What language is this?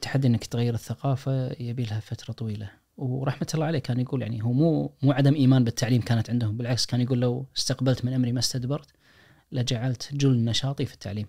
Najdi Arabic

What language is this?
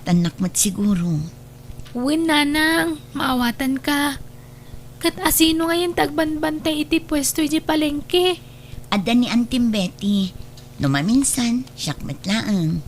Iloko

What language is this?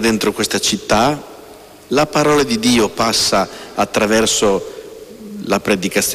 Italian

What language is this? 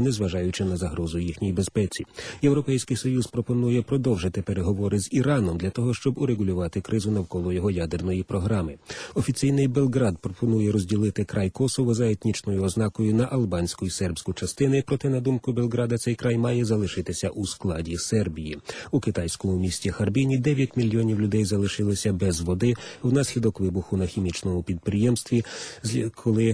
Ukrainian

